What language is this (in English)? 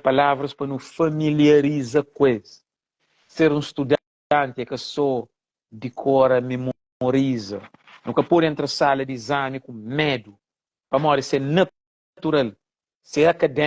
Kabuverdianu